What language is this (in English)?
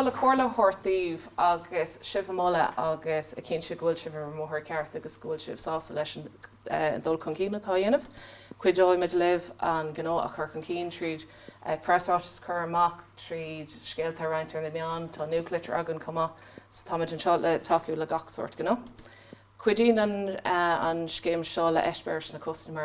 Irish